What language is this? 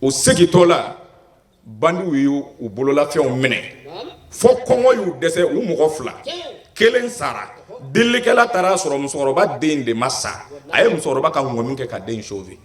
Bambara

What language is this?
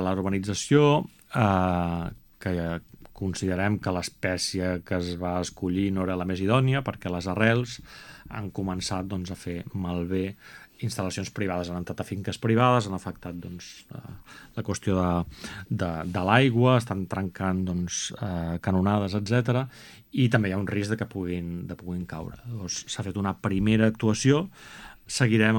Catalan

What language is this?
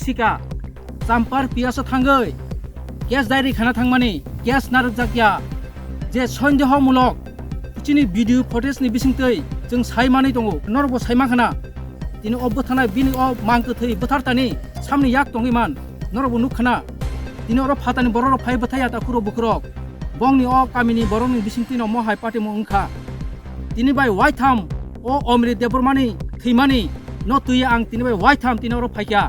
Kok Borok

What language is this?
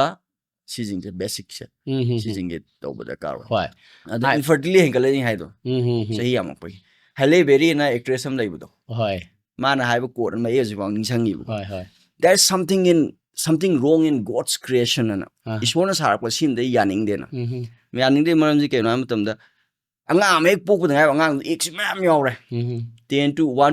Manipuri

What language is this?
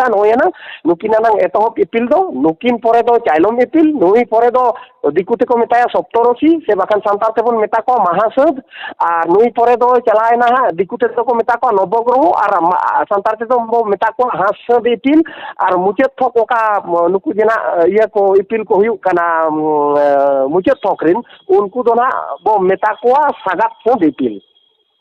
Santali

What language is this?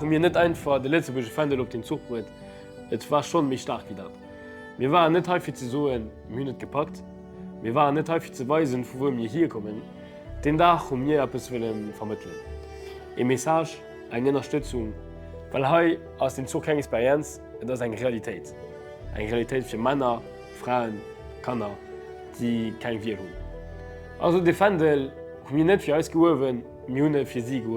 Luxembourgish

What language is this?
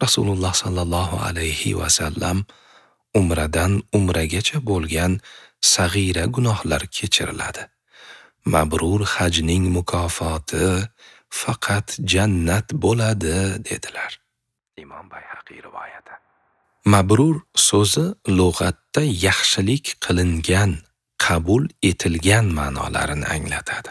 Uzbek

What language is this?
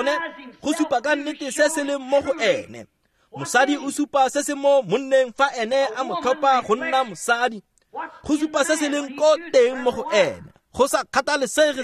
Tswana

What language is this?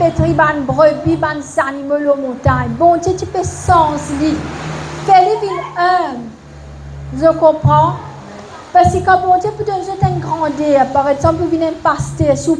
Morisyen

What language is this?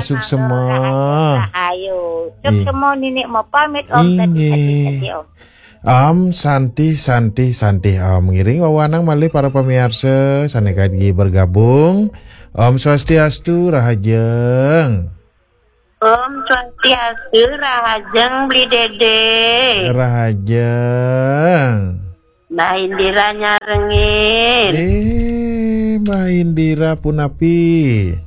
Balinese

